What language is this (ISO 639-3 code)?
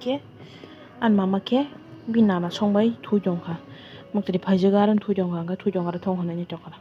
trp